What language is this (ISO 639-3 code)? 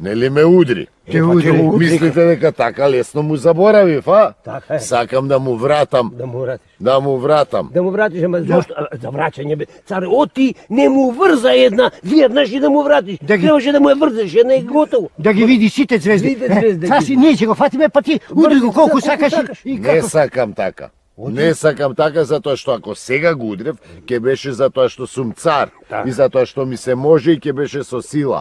mkd